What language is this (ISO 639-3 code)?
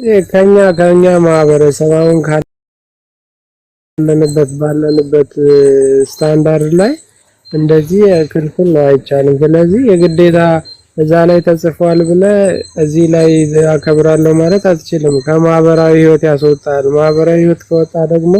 amh